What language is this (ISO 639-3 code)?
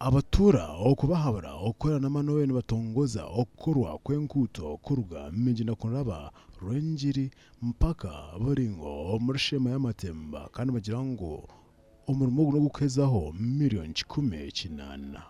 nyn